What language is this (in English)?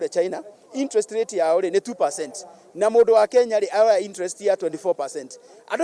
Kikuyu